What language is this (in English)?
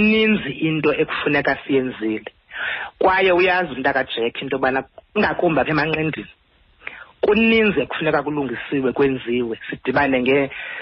Xhosa